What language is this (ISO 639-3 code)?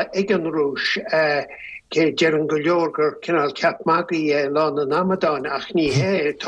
gle